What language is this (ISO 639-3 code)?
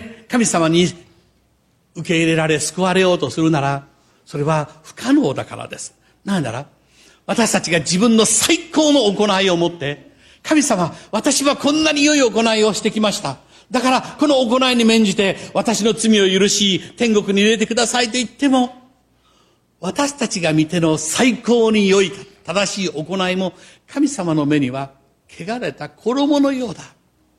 jpn